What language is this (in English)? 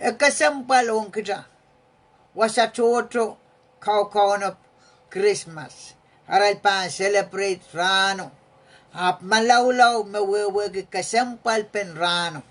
Pohnpeian